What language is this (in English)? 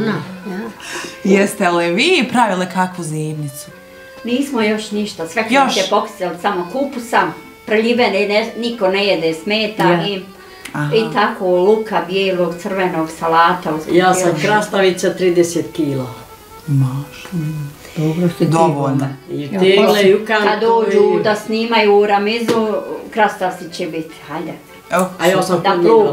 Bosnian